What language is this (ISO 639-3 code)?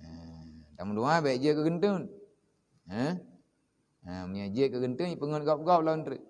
ace